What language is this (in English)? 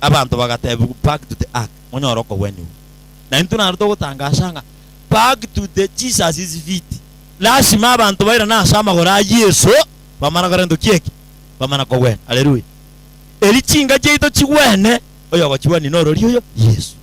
Gusii